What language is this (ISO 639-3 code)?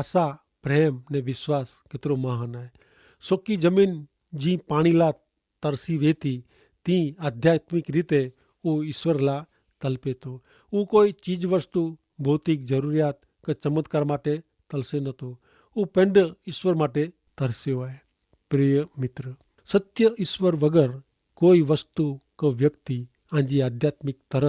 kfr